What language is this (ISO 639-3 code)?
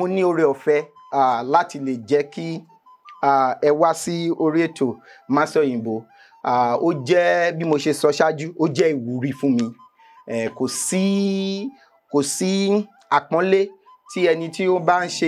yor